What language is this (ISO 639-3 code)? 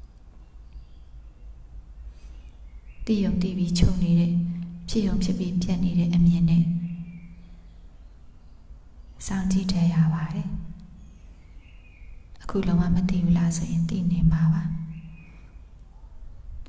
mya